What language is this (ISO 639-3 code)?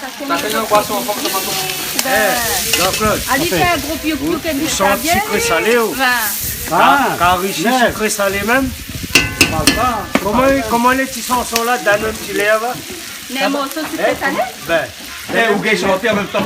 rcf